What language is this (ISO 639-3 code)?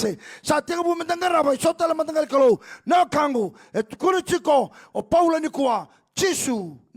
fij